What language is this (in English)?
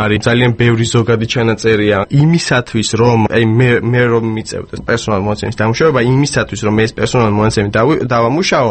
Georgian